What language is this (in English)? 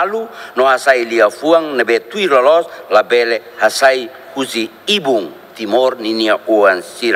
Tetum